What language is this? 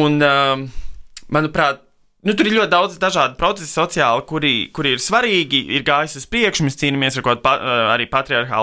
Latvian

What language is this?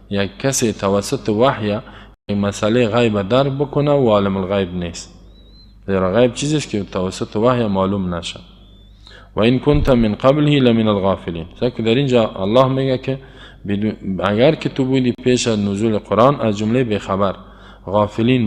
Persian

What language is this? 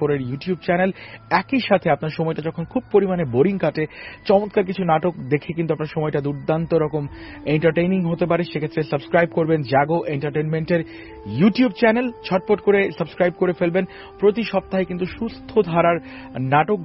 Bangla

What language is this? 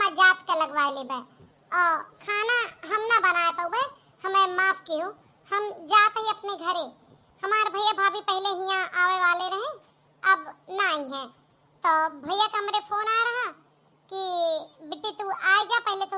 Awadhi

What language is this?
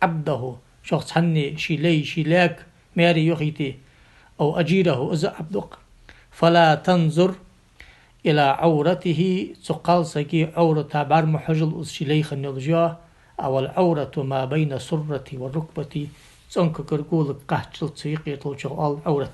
Ingush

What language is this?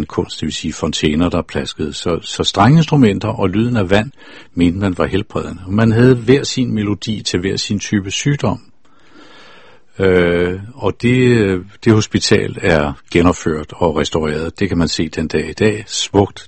Danish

